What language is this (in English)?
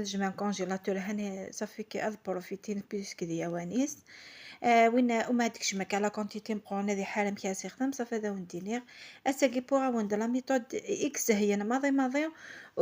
Kabyle